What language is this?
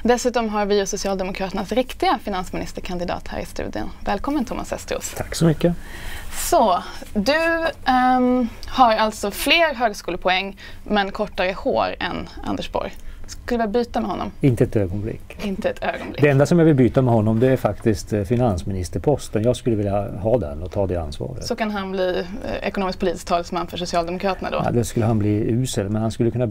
Swedish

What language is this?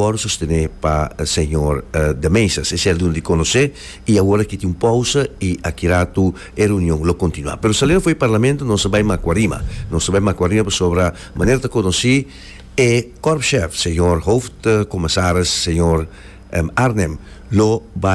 Papiamento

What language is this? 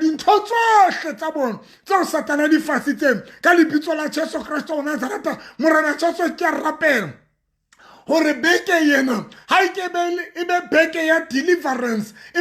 Southern Sotho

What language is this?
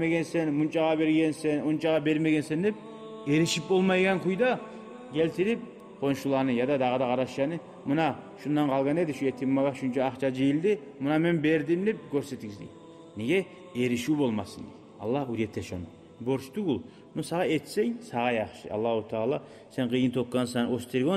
Kumyk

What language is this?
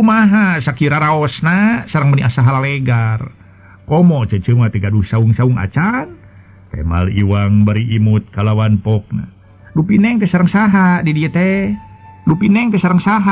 Sundanese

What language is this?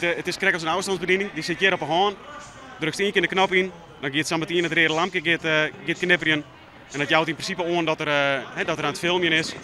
Western Frisian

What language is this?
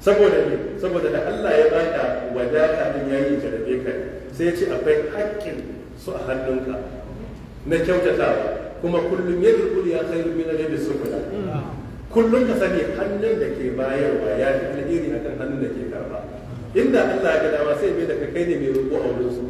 Hausa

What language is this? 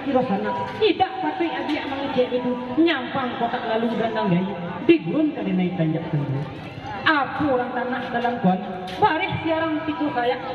Minangkabau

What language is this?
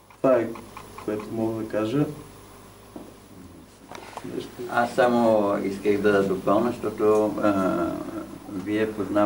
Bulgarian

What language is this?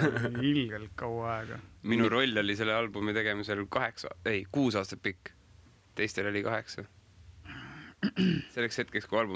Estonian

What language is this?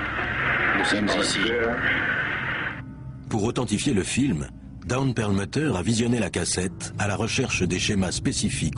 French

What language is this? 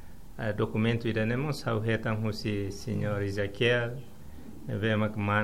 Tetum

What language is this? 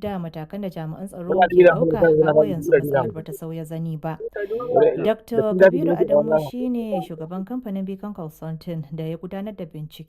Hausa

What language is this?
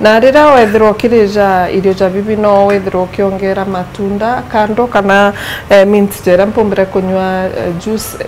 Meru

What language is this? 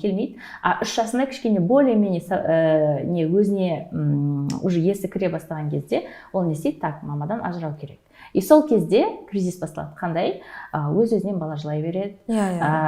Kazakh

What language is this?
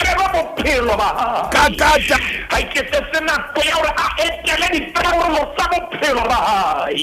Southern Sotho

